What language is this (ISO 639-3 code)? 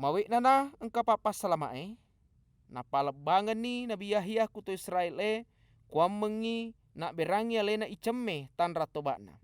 bug